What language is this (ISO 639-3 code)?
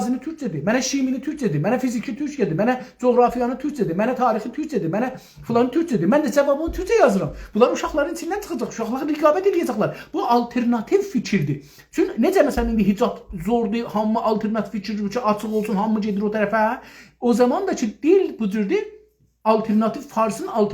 azb